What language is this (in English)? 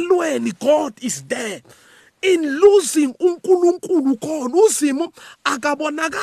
South Ndebele